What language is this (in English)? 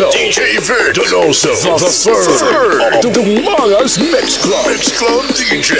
Hiligaynon